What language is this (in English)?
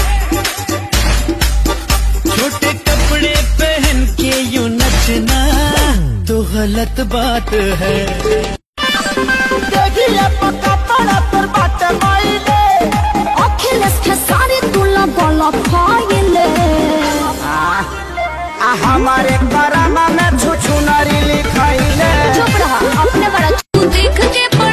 Bhojpuri